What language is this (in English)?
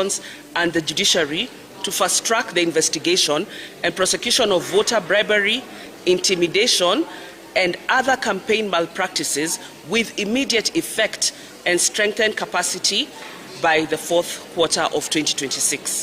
Gusii